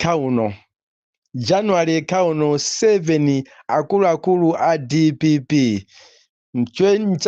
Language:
Nyanja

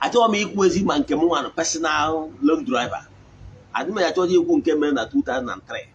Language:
Igbo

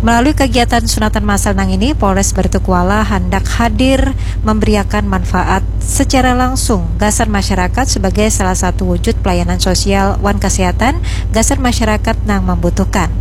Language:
Banjar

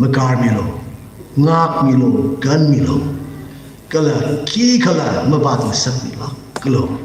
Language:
Tangkhul Naga (India)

